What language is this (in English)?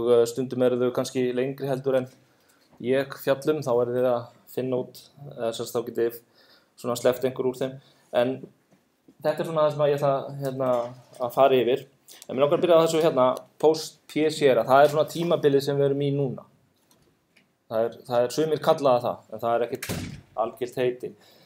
Icelandic